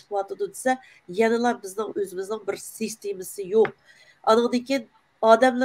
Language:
Uyghur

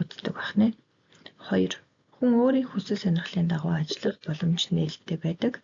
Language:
Mongolian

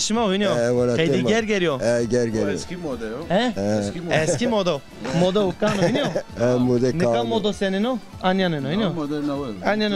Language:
Zaza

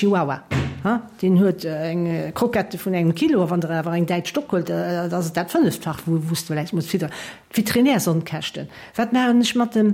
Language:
Luxembourgish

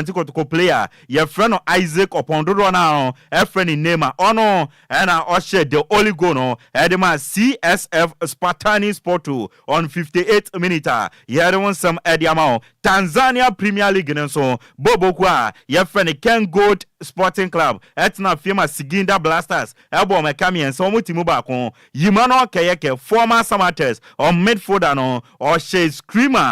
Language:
Akan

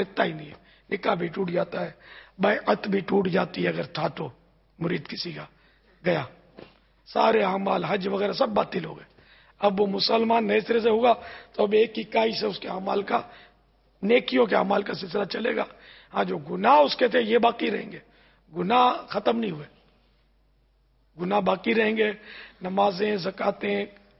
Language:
Urdu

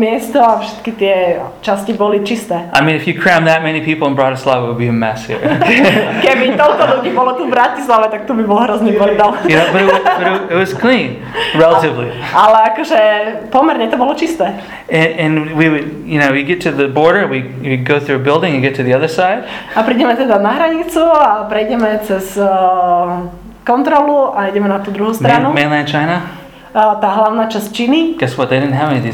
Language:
Slovak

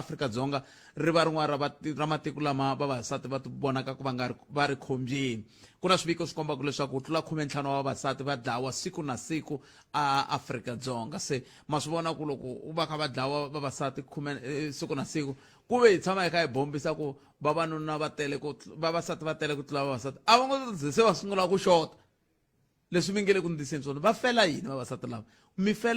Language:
Tsonga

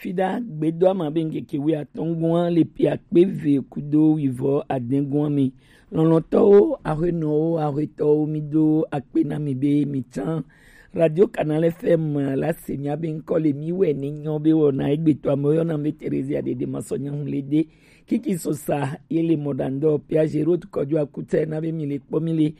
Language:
Gen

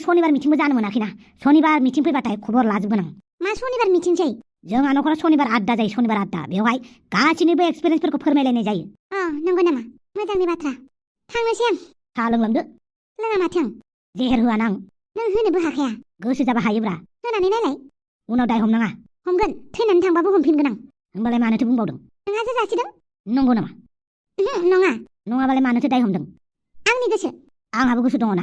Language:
Bodo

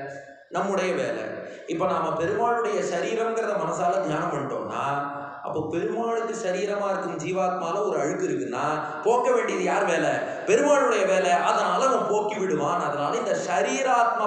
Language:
Tamil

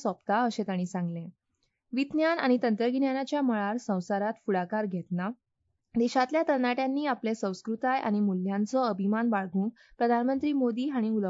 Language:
Konkani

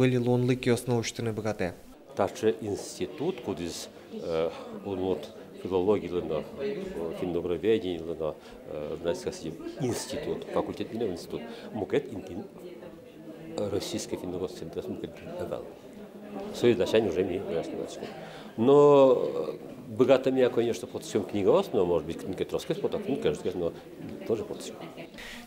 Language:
Udmurt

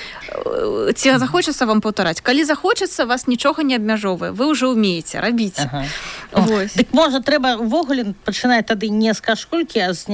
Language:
Belarusian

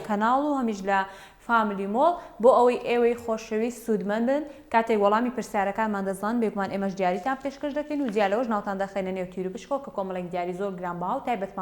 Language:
Central Kurdish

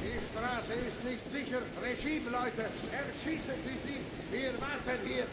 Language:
Swiss German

